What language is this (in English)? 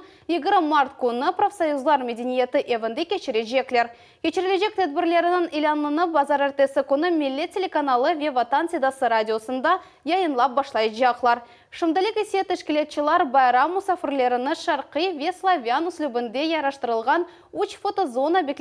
Crimean Tatar